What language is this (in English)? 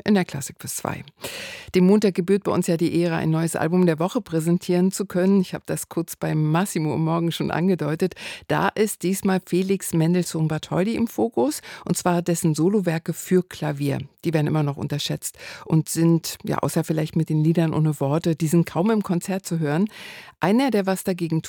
German